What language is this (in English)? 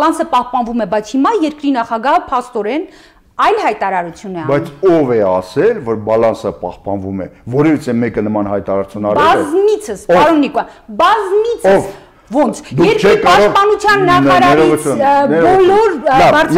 Armenian